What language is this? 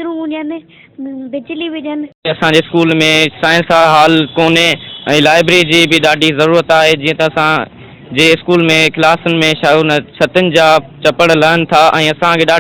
Sindhi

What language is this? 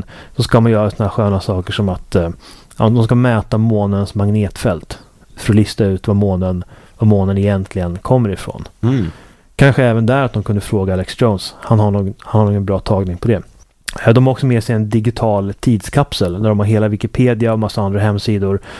Swedish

